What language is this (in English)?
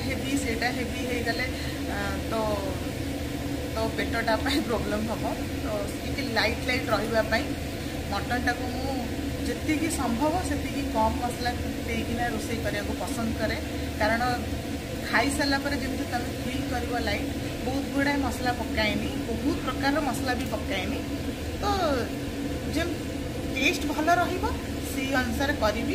Odia